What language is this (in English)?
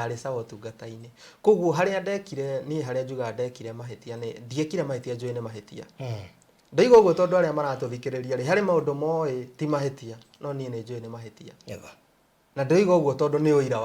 Kikuyu